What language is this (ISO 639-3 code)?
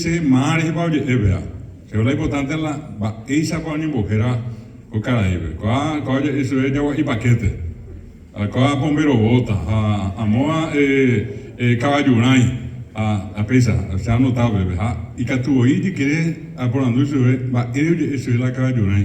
grn